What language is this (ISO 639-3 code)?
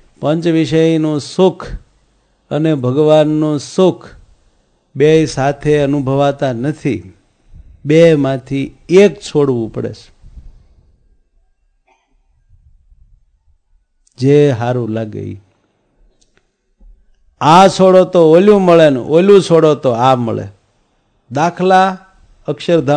guj